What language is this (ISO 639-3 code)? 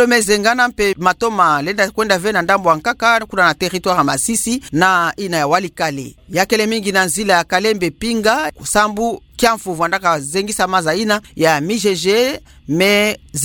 ktu